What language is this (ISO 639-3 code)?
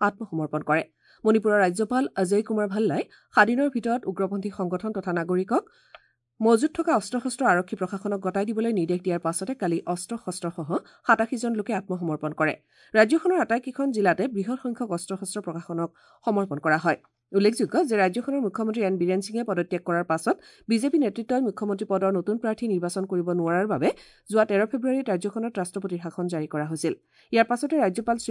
asm